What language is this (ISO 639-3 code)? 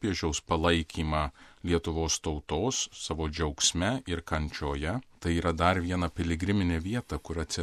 lit